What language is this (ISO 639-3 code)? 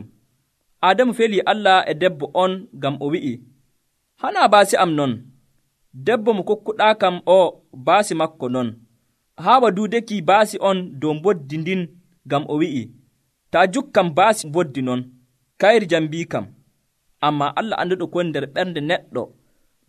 fuv